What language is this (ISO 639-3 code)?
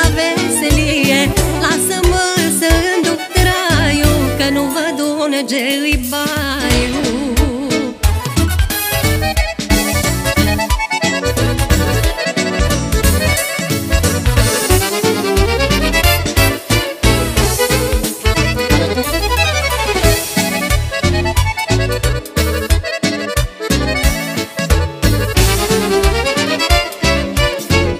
ron